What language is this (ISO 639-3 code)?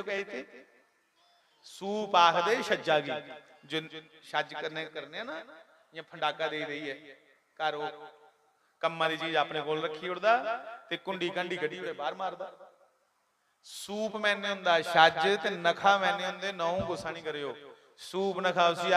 doi